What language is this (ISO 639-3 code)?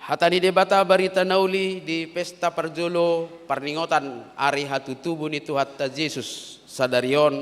bbc